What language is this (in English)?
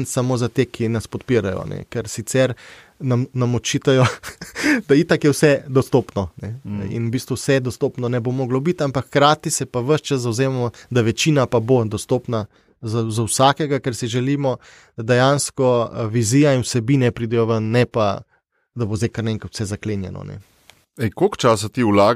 Slovenian